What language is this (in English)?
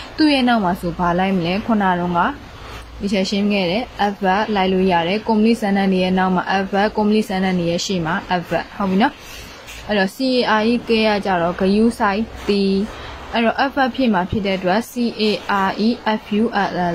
Burmese